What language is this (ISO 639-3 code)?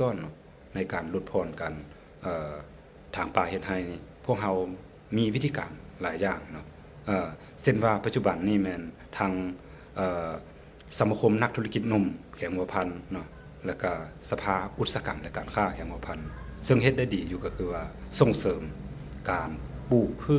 lao